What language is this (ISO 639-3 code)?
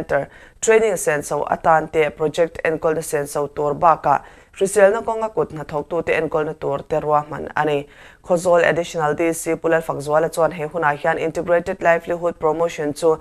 lus